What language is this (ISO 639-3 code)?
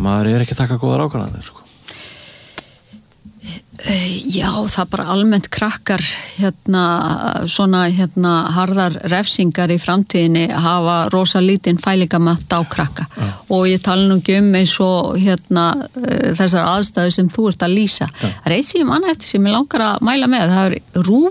isl